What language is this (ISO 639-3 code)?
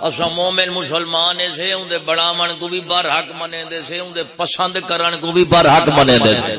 skr